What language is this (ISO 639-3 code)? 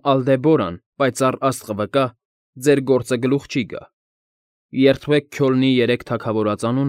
hye